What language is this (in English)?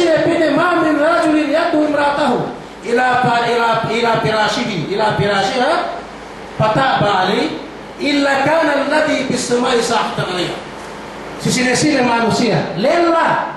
Yakan